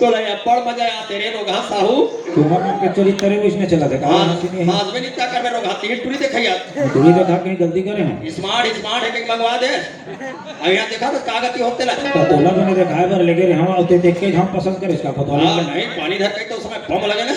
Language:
Chhattisgarhi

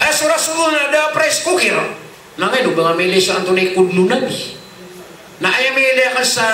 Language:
Maranao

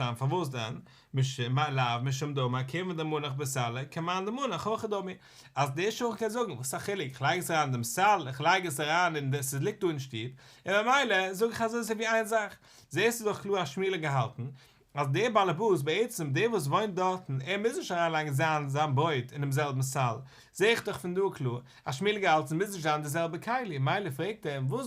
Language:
Yiddish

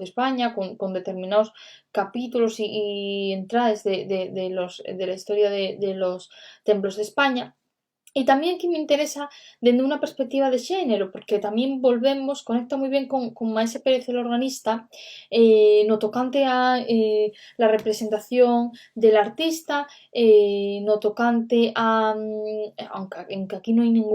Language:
Asturian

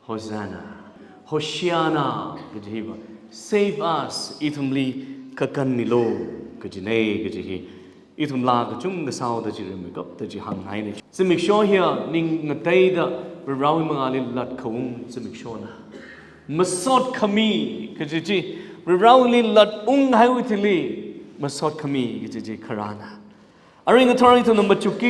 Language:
Tangkhul Naga (India)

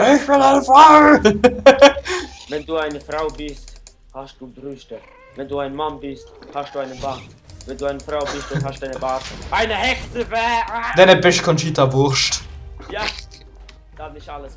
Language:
Swiss German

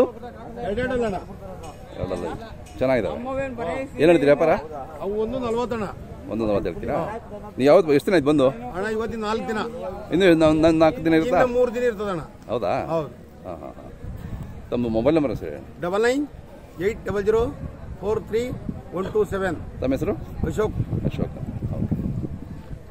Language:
Kannada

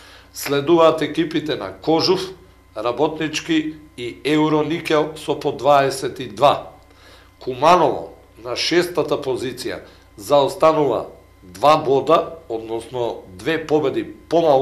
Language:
Macedonian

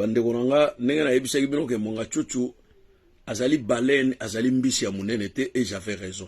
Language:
Lingala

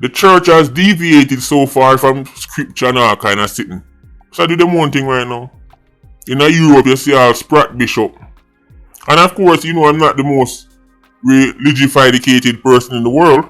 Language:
Jamaican Creole English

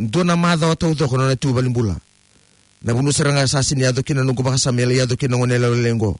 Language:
Fijian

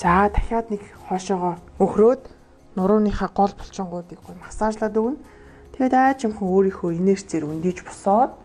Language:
Mongolian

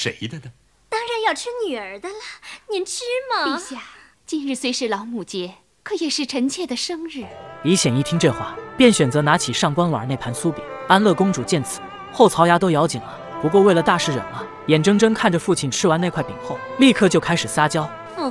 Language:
Chinese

